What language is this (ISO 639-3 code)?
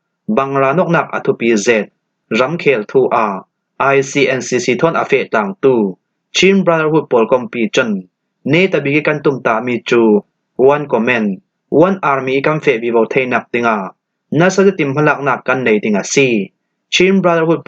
cfm